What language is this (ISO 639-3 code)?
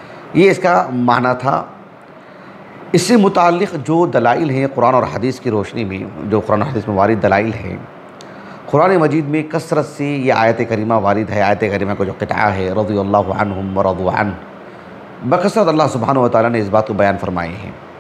urd